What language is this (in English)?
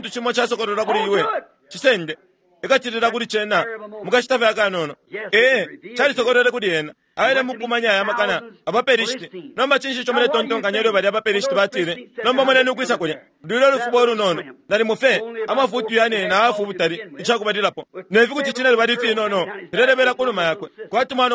Bemba